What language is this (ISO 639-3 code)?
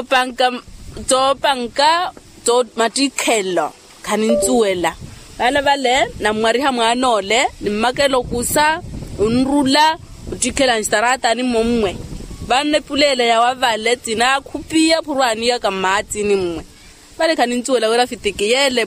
vmw